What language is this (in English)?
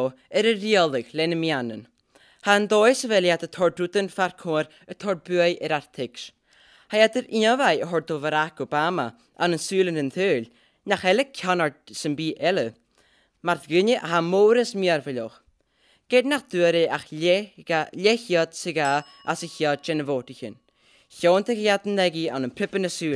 Scottish Gaelic